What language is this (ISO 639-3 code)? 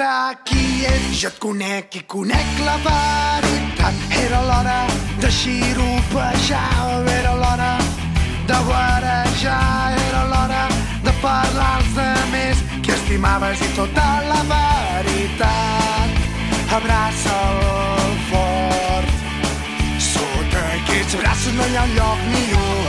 cat